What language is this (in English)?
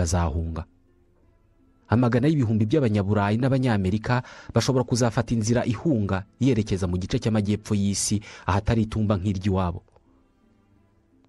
Kinyarwanda